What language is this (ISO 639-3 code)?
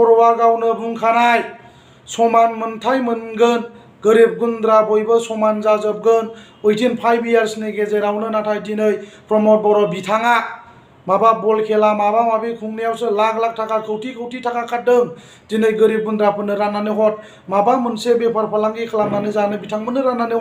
brx